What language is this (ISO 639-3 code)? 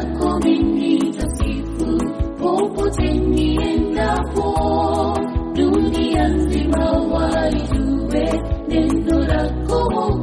swa